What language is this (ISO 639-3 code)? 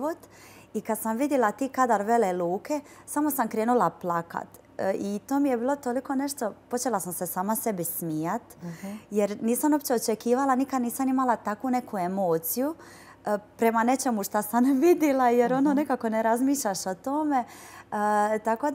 hrv